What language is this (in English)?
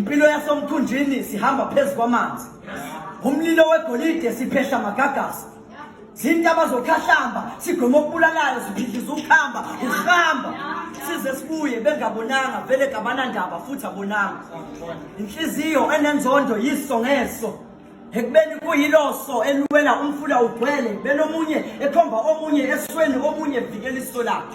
Zulu